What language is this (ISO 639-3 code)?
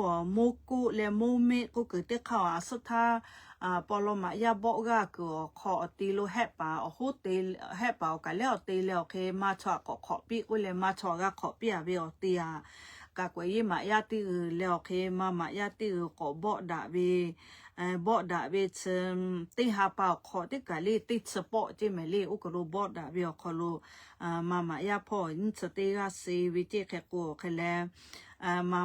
lhu